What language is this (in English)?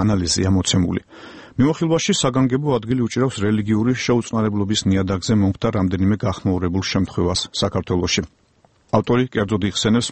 Georgian